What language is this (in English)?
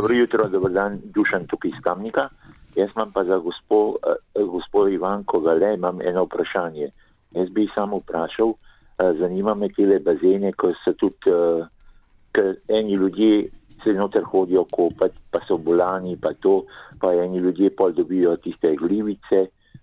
Slovenian